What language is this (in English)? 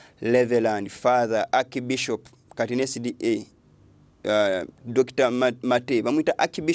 Ganda